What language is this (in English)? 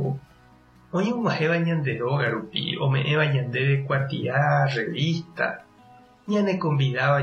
Guarani